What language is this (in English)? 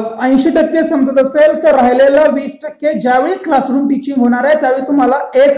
Marathi